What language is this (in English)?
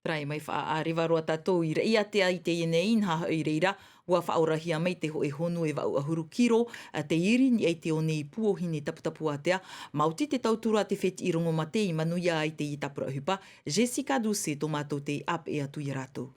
Tahitian